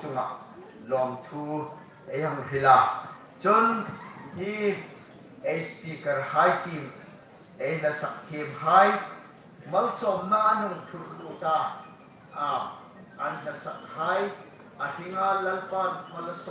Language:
Hmar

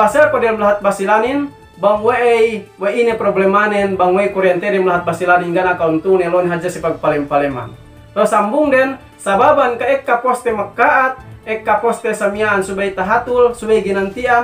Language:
Yakan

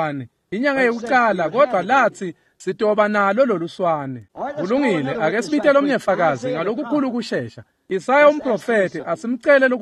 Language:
Swati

